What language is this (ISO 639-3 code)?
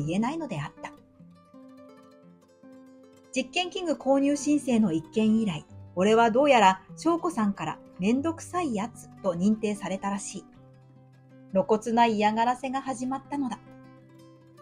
jpn